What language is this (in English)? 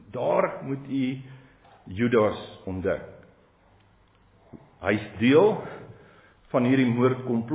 Afrikaans